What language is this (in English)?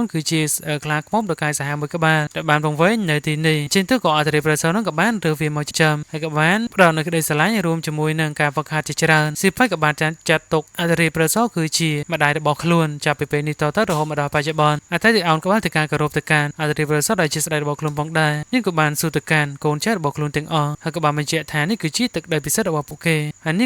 Khmer